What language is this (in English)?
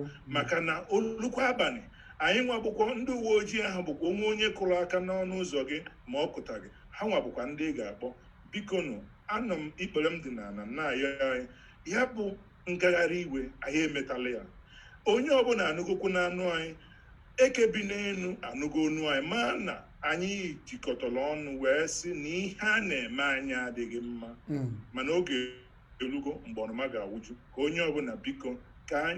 Igbo